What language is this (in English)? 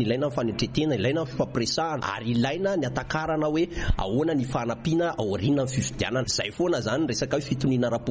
Malagasy